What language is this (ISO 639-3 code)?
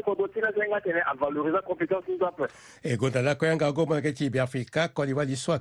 sag